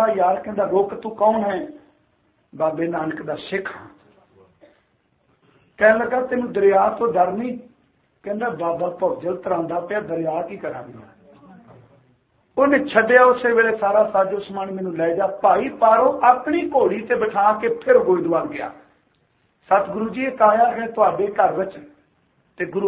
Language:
Punjabi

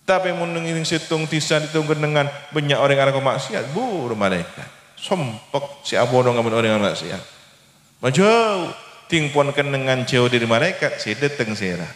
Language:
Madurese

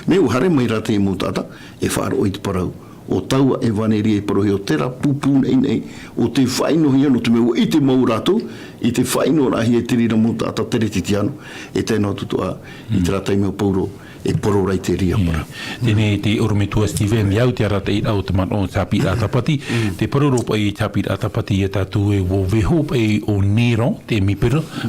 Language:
Tahitian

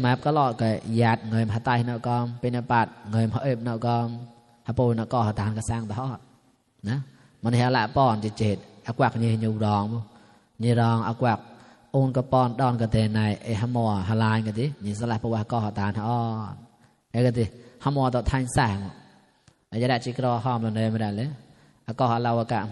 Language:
Mon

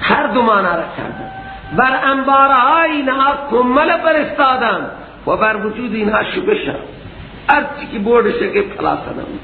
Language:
Persian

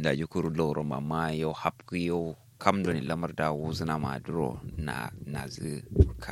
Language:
Kanuri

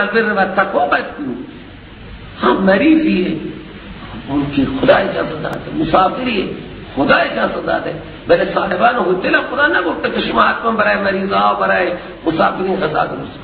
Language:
Persian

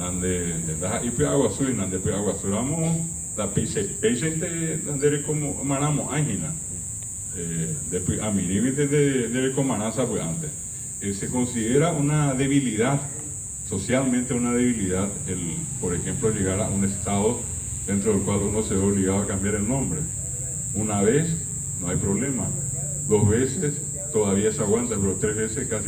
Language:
Guarani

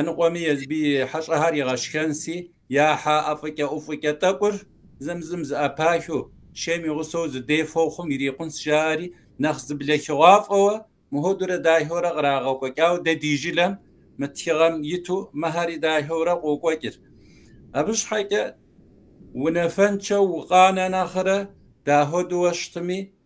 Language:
Kabardian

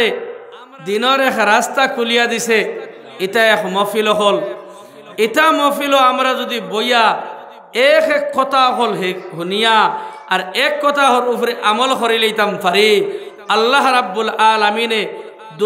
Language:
Sylheti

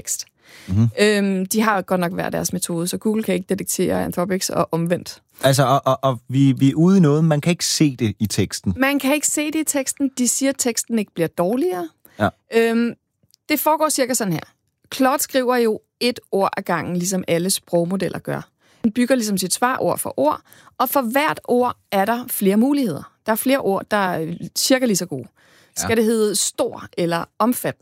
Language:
Danish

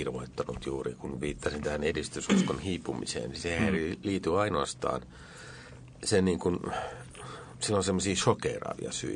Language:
Finnish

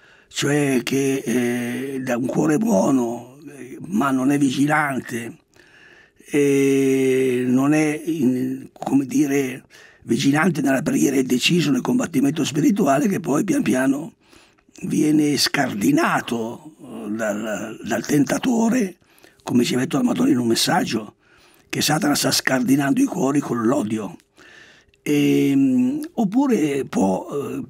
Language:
Italian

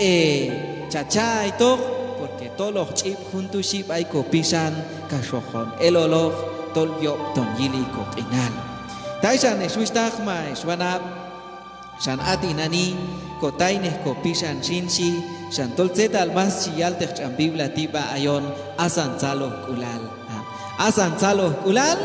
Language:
Q'anjob'al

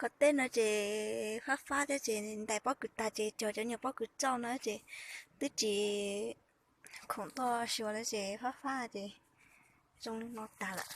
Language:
Hmong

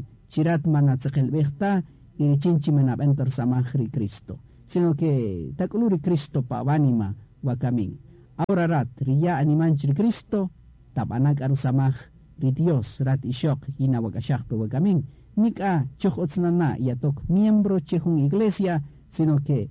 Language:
Kaqchikel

